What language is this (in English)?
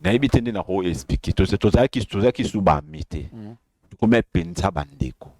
Lingala